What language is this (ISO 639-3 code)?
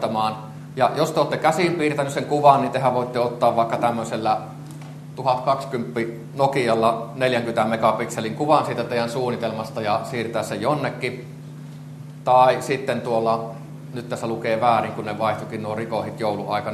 fin